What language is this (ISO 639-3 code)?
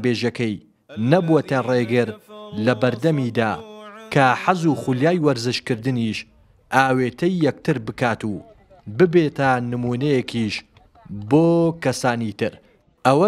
ckb